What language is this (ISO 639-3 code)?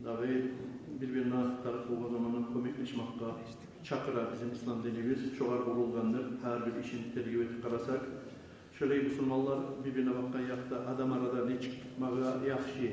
kum